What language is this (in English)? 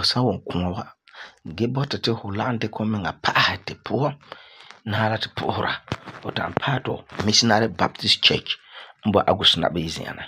Frafra